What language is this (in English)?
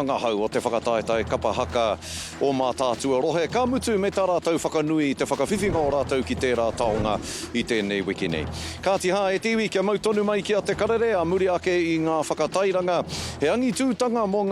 Māori